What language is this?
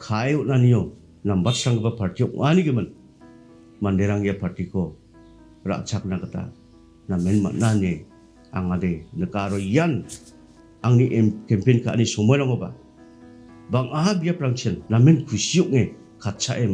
Garo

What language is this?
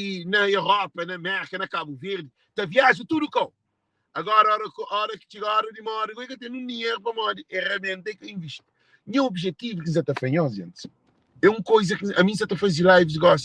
Kabuverdianu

